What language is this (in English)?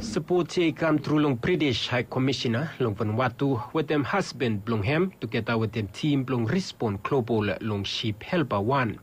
Bislama